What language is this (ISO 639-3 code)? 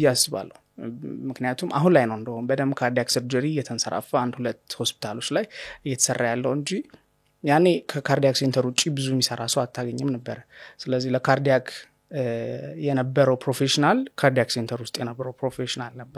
amh